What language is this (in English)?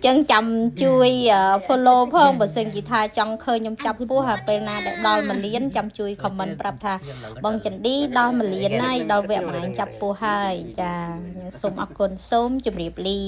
Khmer